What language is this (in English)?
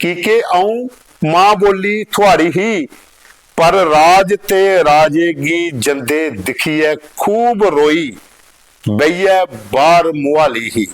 Dogri